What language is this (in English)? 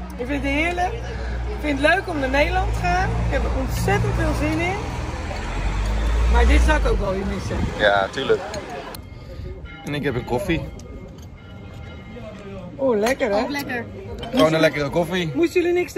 Dutch